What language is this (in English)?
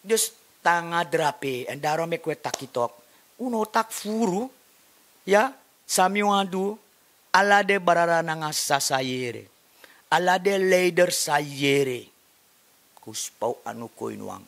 Sranan Tongo